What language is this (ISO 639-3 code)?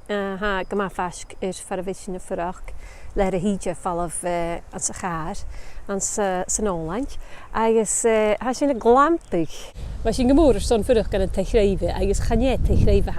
gla